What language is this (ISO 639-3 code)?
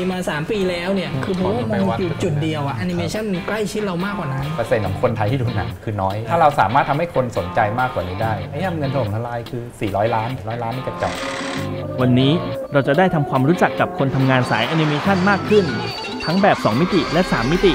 tha